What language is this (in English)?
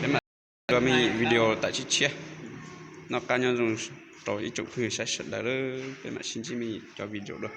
Hmong